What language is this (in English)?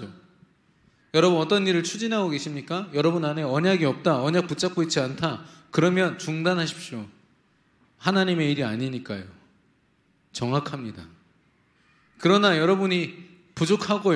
Korean